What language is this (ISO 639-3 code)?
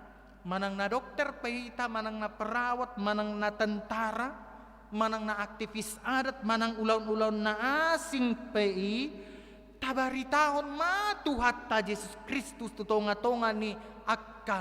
bbc